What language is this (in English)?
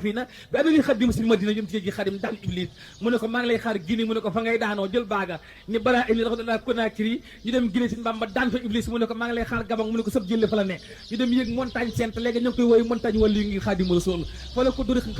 Wolof